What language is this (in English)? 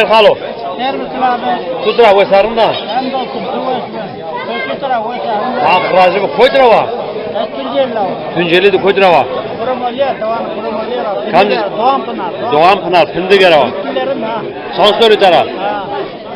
Zaza